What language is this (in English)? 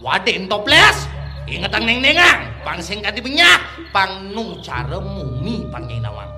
Balinese